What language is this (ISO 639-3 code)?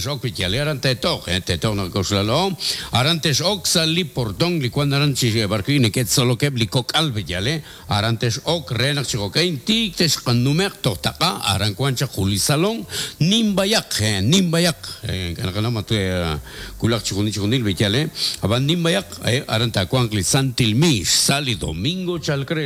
kek